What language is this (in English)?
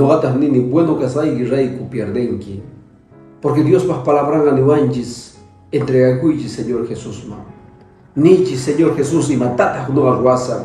Quechua